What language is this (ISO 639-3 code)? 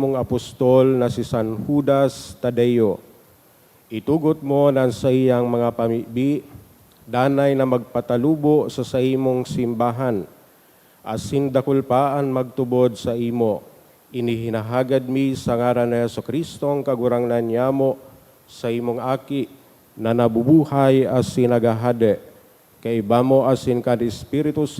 bik